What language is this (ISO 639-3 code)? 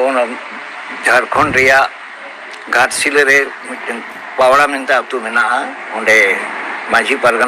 sat